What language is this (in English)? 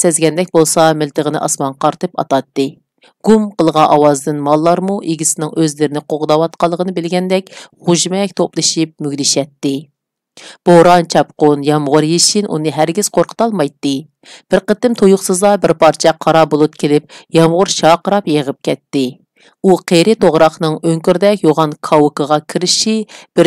Uyghur